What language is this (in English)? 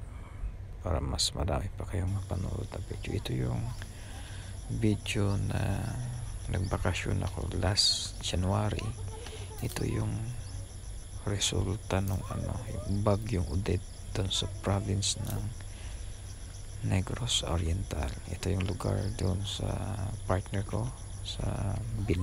Filipino